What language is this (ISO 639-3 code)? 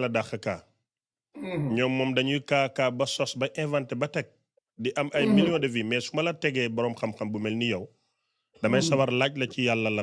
wol